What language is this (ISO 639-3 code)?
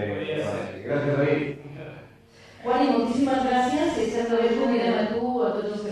cat